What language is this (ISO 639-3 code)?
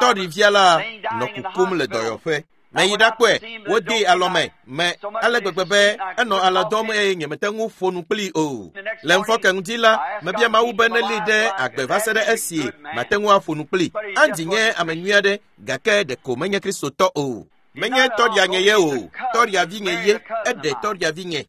ewe